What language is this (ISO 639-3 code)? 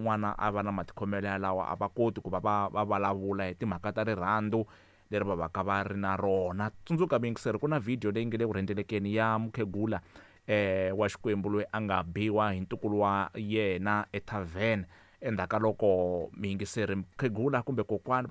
tso